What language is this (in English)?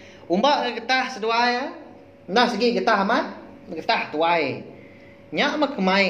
Iban